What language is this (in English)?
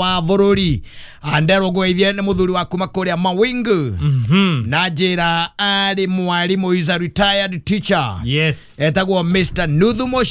Kikuyu